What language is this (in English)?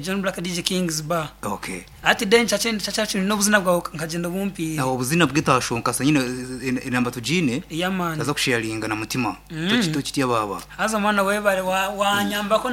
Nyankole